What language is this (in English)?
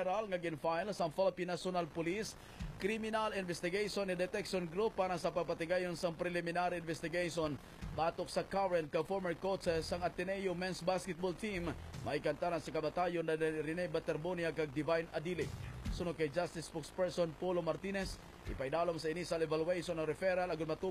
Hiligaynon